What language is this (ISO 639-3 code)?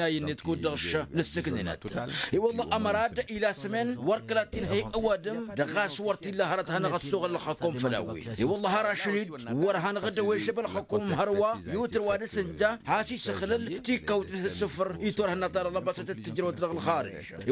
taq